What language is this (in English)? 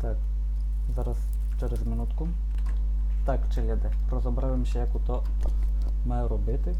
Rusyn